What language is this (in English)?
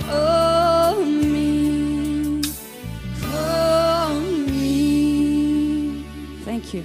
Tangkhul Naga (India)